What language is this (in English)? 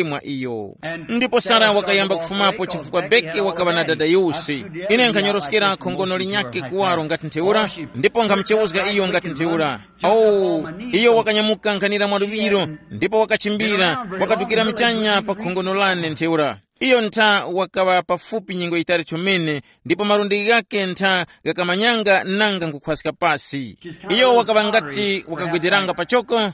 Tumbuka